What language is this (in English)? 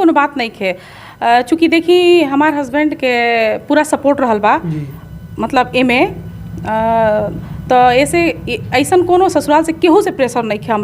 Bhojpuri